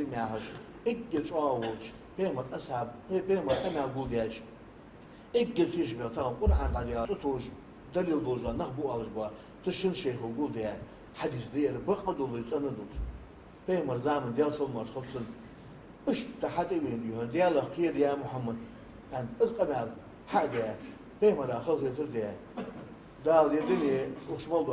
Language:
Ingush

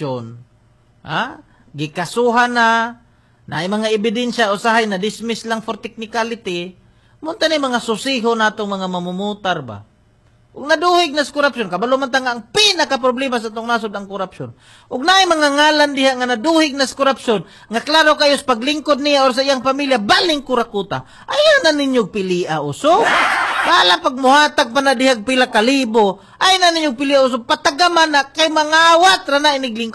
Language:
Cebuano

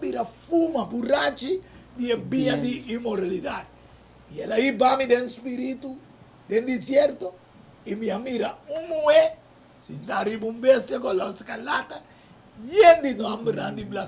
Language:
Papiamento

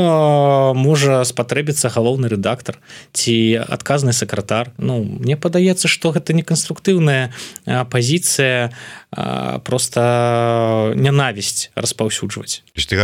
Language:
Belarusian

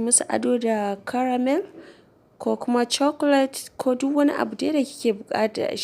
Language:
Hausa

